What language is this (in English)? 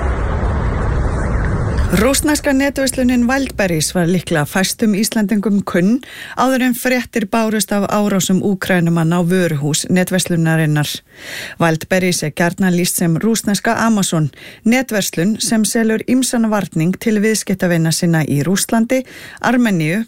Icelandic